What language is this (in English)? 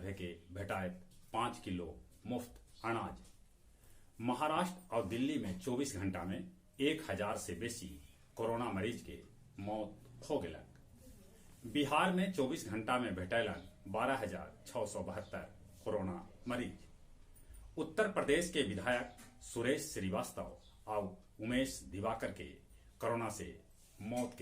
Magahi